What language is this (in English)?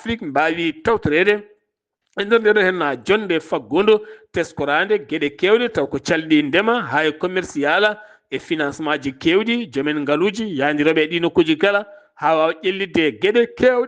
Fula